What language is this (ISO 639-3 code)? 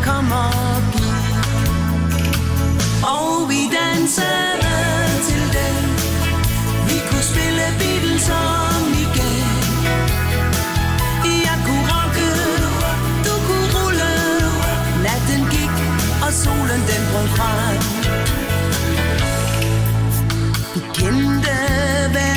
dan